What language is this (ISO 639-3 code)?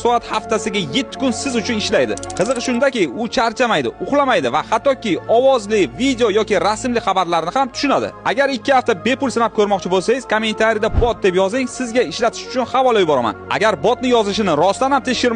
uzb